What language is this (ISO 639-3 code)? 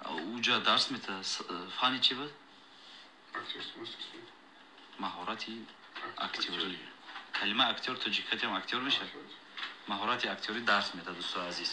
tgk